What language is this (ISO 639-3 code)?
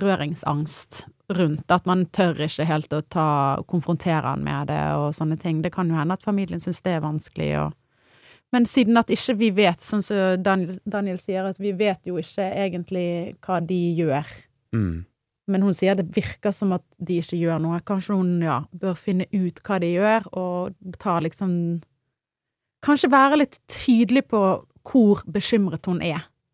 nor